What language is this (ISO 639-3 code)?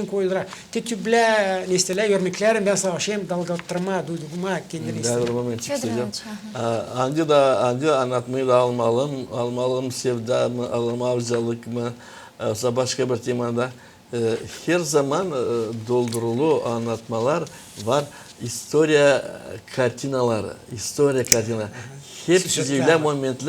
gag